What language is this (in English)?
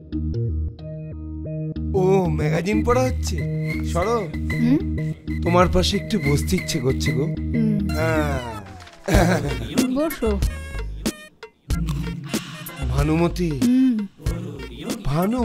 Bangla